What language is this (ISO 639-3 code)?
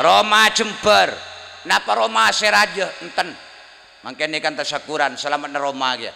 mad